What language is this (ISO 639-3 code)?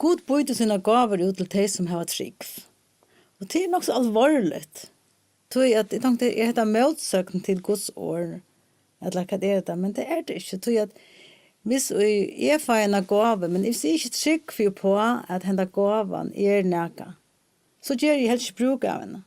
fao